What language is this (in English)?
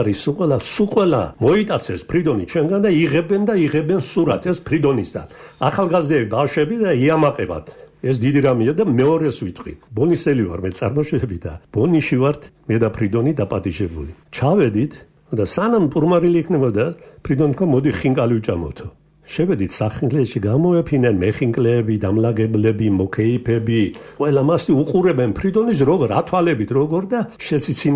Georgian